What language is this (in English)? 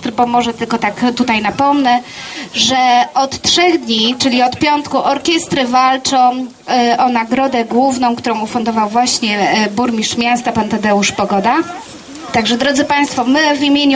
Polish